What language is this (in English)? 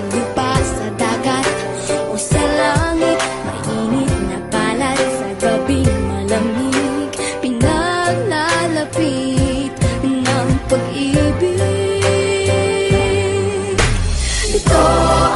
Filipino